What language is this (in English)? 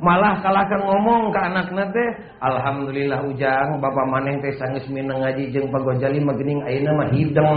Sundanese